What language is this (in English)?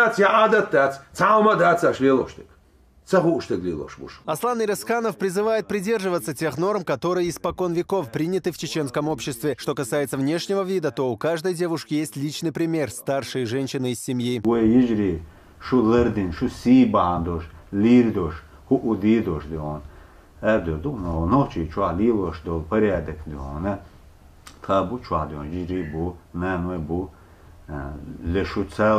Chechen